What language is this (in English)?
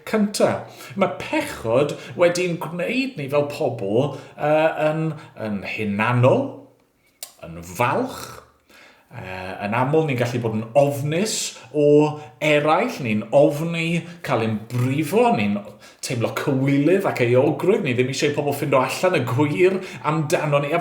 Welsh